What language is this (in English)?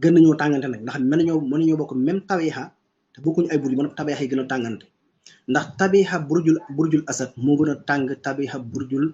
Wolof